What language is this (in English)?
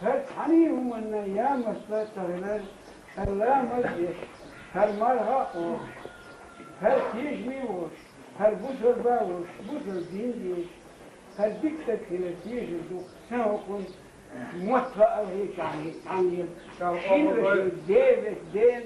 Chechen